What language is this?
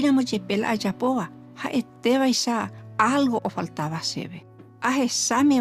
Guarani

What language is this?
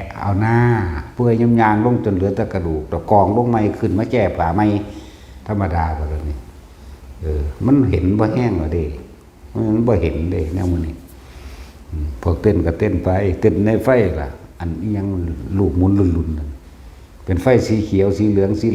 Northeastern Thai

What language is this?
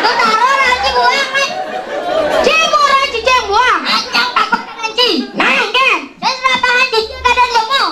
Balinese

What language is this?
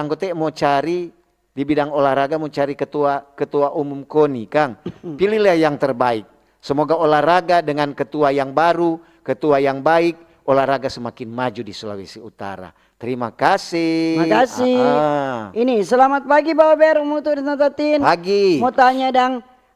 Manado Malay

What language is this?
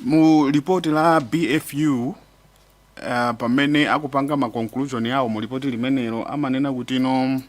Nyanja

